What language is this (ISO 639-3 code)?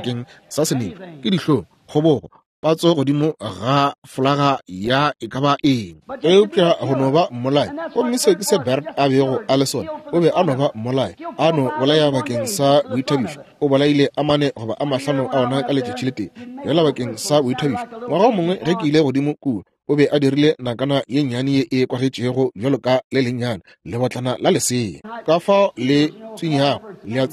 nso